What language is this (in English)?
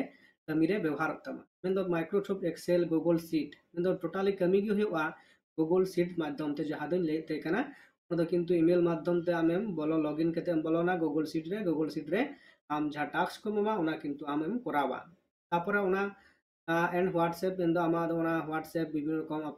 Santali